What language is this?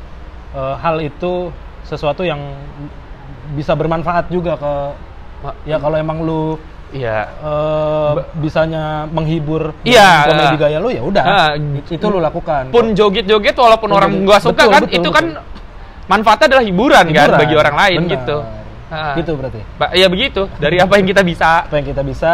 Indonesian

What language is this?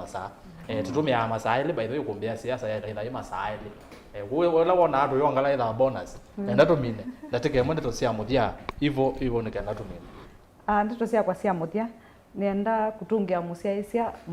Kamba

